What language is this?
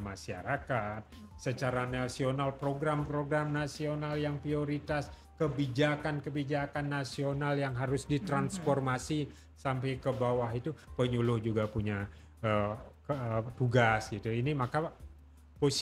Indonesian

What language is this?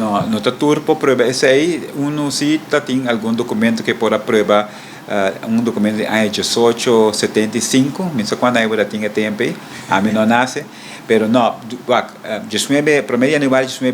Papiamento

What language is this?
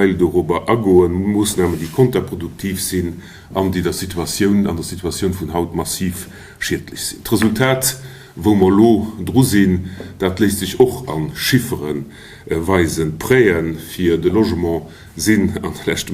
Luxembourgish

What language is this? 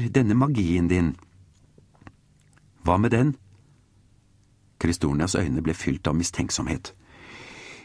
Norwegian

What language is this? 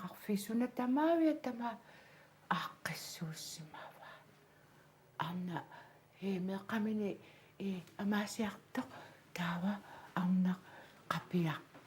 Kalaallisut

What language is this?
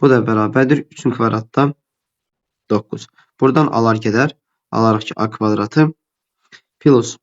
Azerbaijani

